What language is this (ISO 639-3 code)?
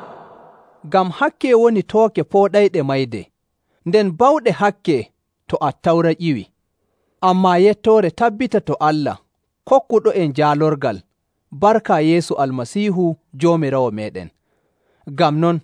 fuv